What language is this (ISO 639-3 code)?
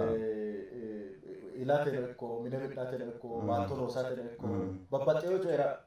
sid